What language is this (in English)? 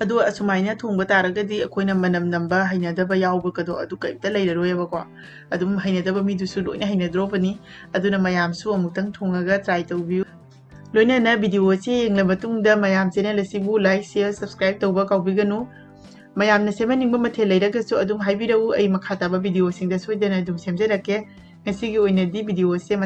Manipuri